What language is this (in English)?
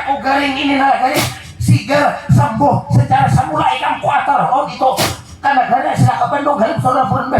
Banjar